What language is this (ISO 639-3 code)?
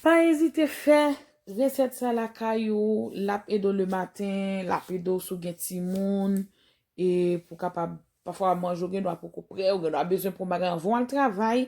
hat